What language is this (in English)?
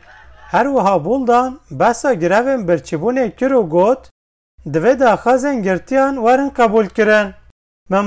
Kurdish